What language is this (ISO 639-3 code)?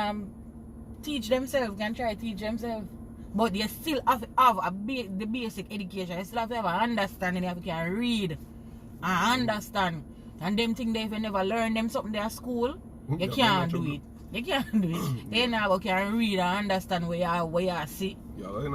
jam